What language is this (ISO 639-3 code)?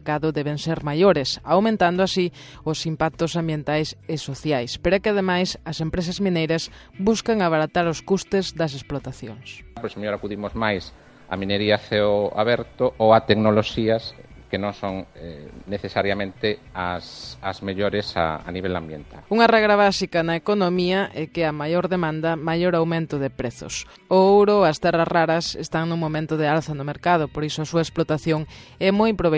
glg